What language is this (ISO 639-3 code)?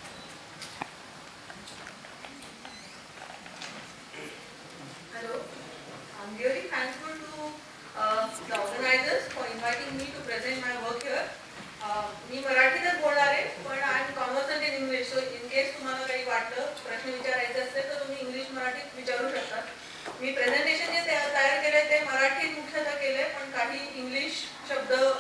mar